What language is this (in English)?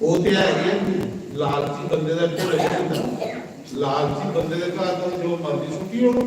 Dogri